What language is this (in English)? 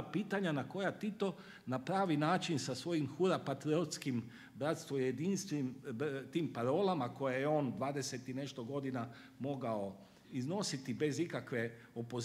Croatian